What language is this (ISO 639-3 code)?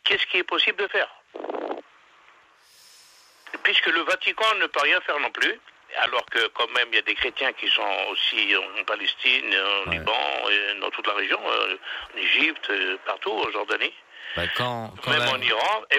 fra